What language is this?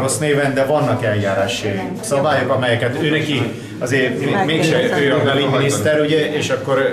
Hungarian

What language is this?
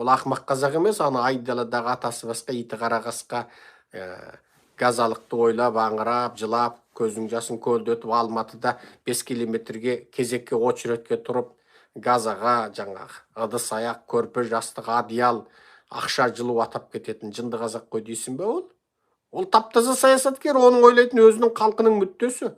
Kazakh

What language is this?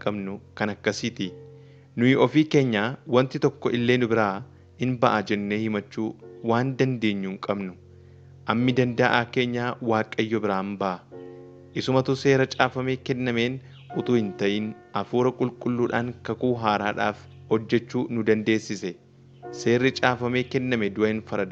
Oromo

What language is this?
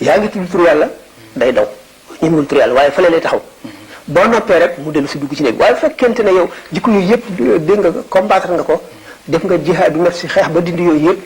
Wolof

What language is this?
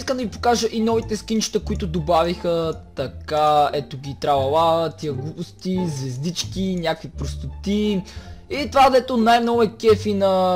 Bulgarian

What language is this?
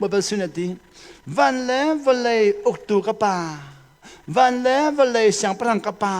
Hakha Chin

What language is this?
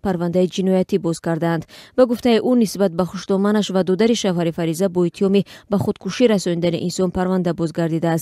Tajik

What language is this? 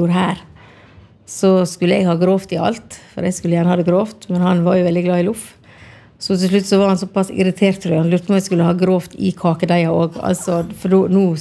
Norwegian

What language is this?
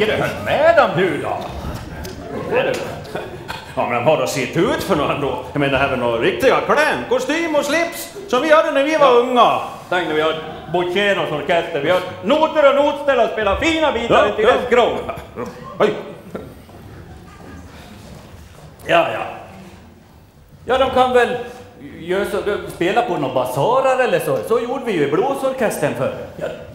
Swedish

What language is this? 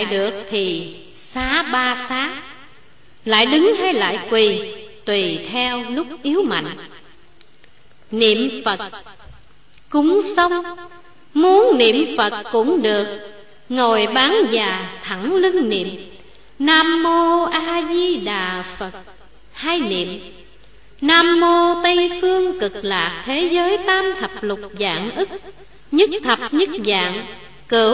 Vietnamese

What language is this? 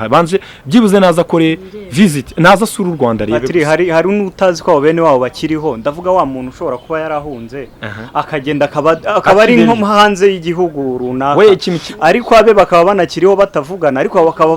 Kinyarwanda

